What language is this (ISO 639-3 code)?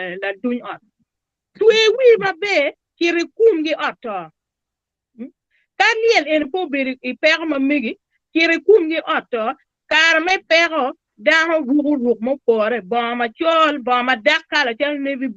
ach